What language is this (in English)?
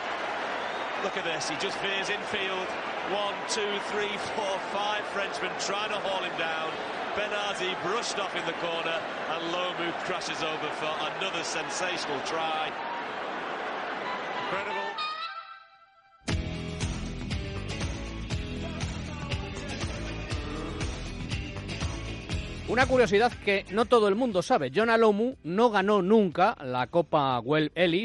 Spanish